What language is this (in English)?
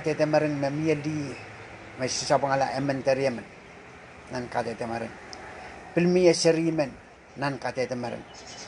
Pohnpeian